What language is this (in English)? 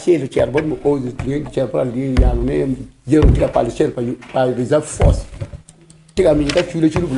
Acoli